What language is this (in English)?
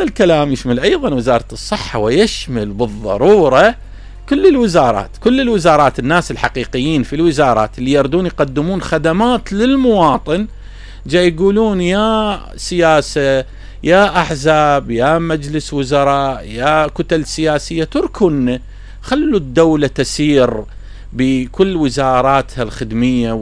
Mesopotamian Arabic